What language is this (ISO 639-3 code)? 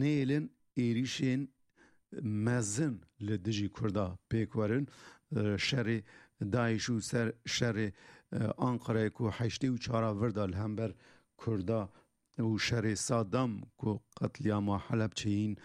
kur